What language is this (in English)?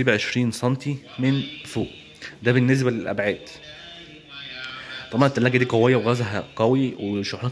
Egyptian Arabic